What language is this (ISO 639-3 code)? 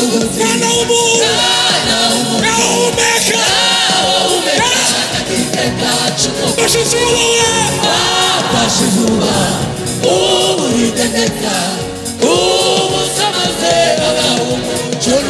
kin